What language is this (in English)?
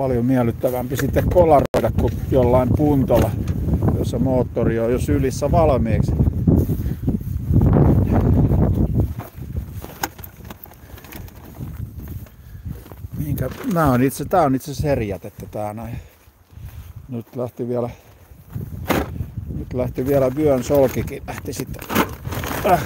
Finnish